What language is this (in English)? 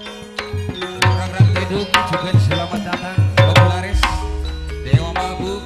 Madurese